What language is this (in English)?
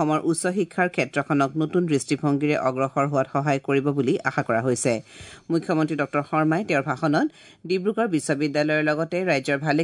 Assamese